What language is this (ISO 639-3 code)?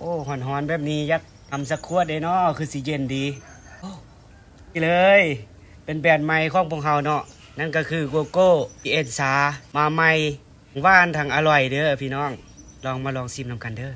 lao